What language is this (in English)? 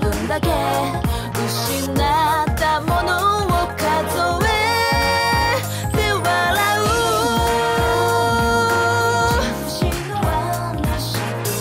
Japanese